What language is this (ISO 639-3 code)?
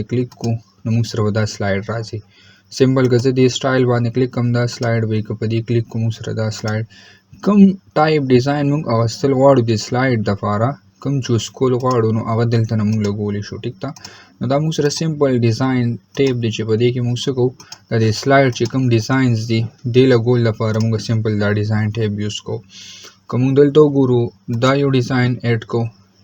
pus